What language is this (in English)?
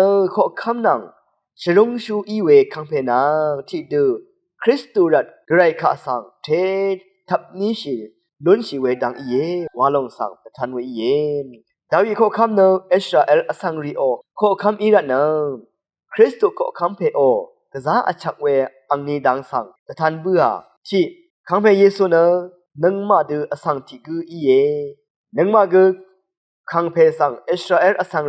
Rawang